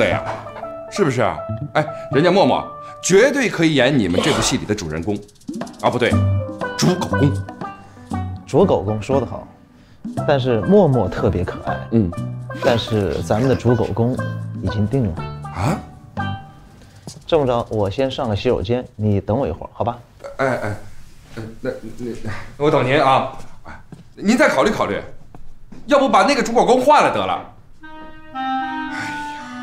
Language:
Chinese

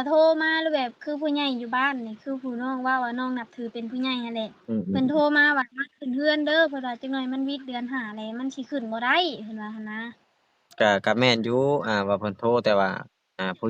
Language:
Lao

